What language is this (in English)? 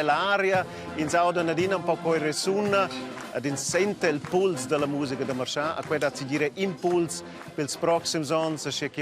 Romansh